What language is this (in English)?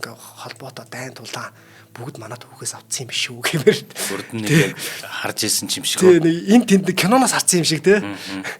Mongolian